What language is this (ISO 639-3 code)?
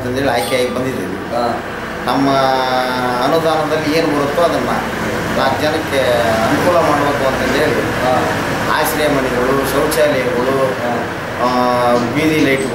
kan